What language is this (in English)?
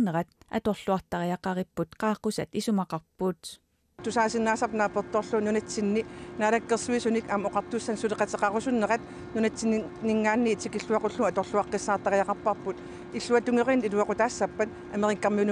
Kalaallisut